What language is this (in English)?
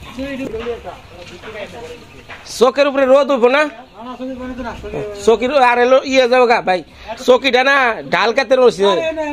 Bangla